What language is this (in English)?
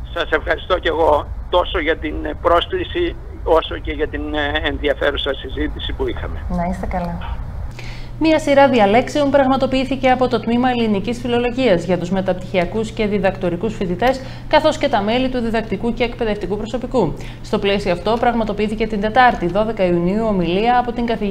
Greek